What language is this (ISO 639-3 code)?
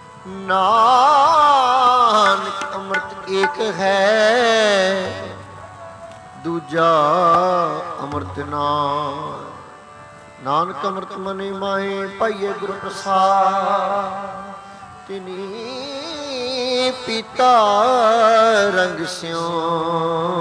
pan